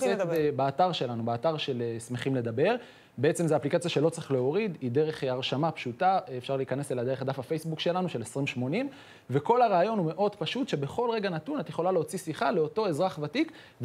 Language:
Hebrew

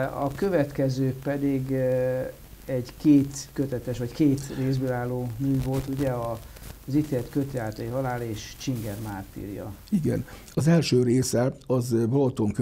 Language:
Hungarian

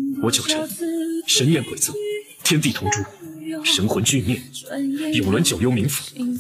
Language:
Chinese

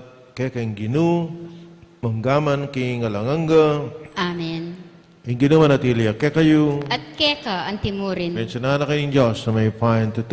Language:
Pampanga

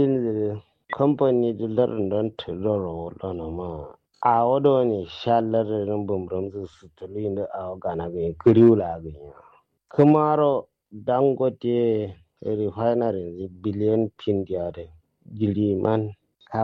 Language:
Kanuri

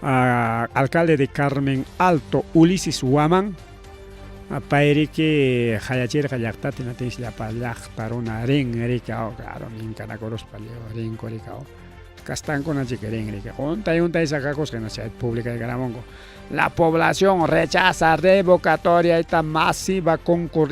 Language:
Ayacucho Quechua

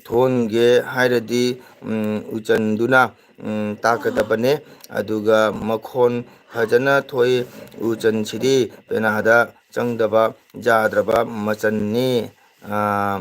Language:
Manipuri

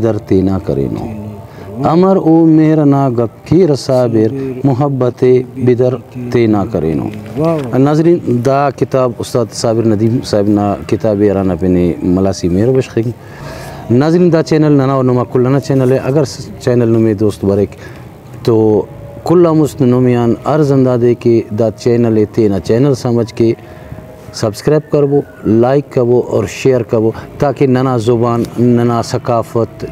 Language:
Brahui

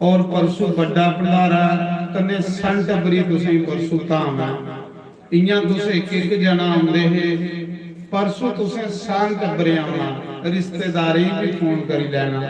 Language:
Dogri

